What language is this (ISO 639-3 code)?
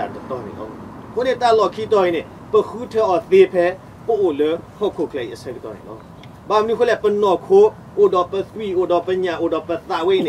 ksw